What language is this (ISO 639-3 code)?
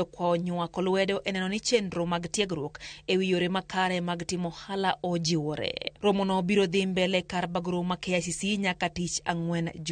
luo